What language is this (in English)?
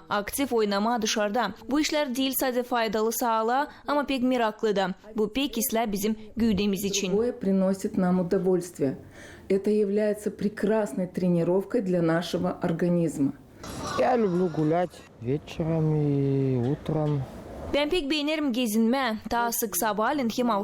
Gagauz